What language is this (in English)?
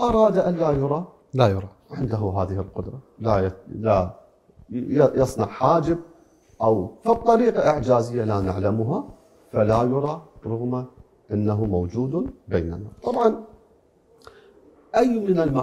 Arabic